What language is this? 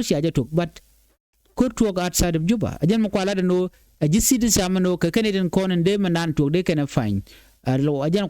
Nuer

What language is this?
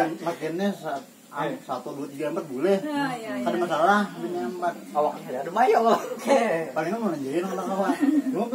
Banjar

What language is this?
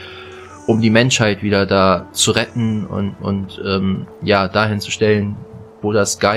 German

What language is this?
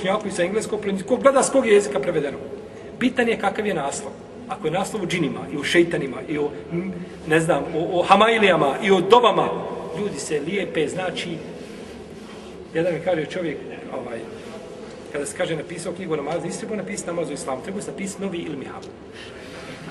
Bosnian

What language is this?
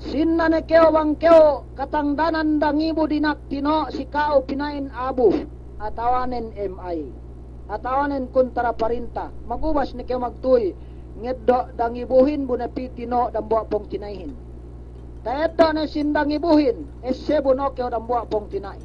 Yakan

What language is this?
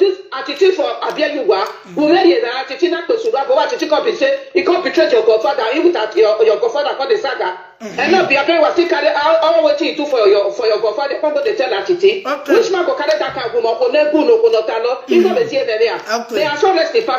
Nigerian Pidgin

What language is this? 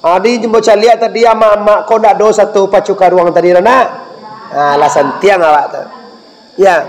Minangkabau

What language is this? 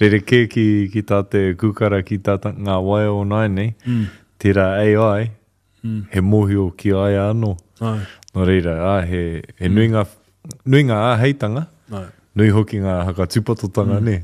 Māori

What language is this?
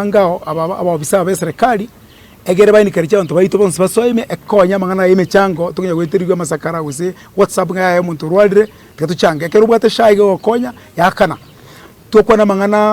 Gusii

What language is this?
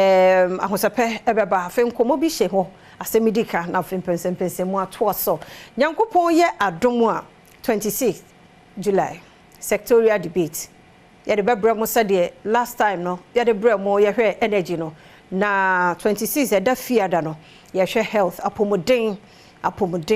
Akan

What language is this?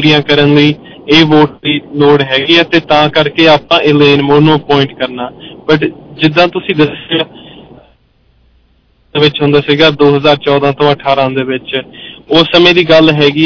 Punjabi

